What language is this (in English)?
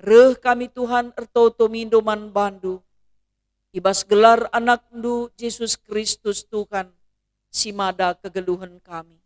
Batak Karo